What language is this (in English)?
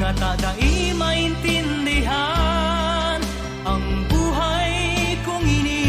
Bikol